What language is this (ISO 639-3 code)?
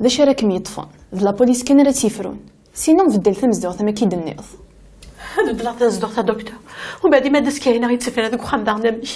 kab